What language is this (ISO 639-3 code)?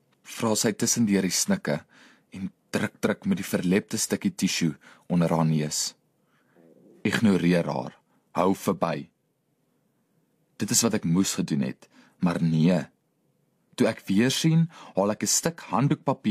afr